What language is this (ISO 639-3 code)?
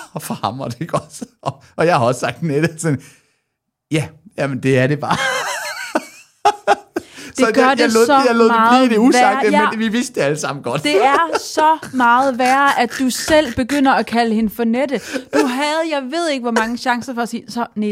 dan